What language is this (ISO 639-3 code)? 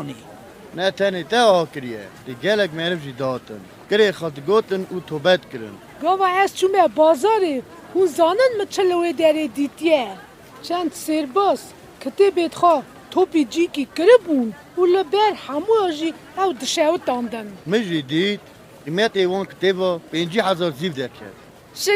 kur